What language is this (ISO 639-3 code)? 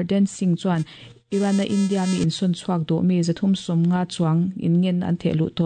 lus